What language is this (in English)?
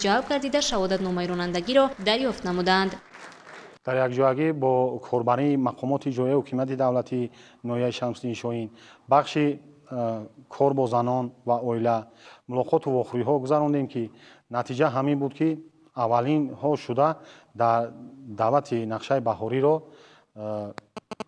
Tajik